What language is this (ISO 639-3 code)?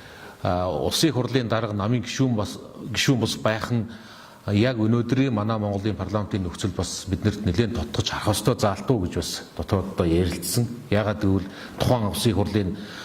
mon